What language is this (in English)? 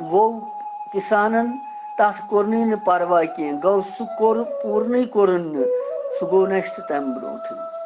Kashmiri